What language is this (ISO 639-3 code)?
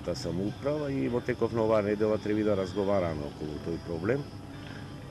mkd